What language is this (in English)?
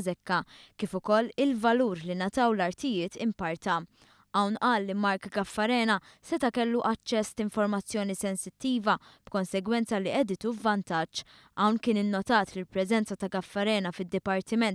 Maltese